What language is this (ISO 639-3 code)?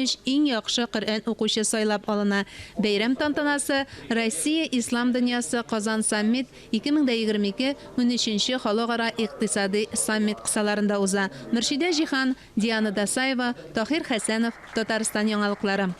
tat